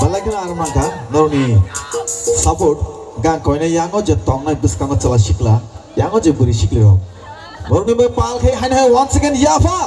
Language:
Kok Borok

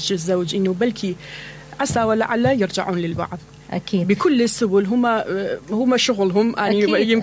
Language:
Mesopotamian Arabic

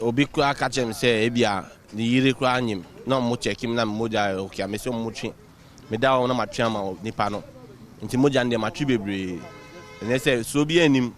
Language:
Akan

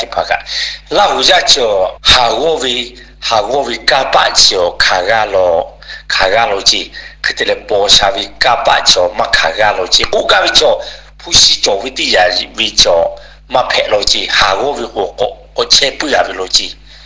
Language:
Lahu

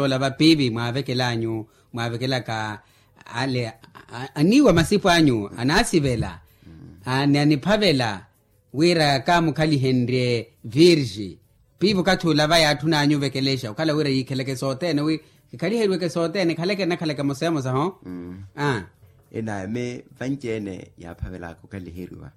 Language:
Makhuwa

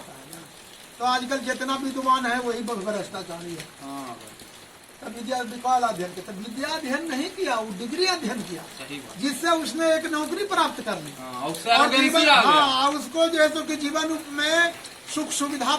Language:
Magahi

